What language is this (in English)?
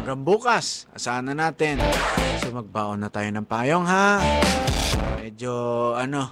Filipino